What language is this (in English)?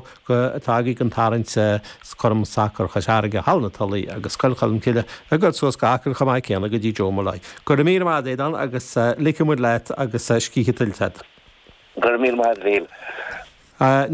Irish